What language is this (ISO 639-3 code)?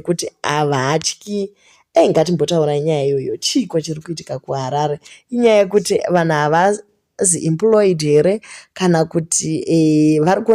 sna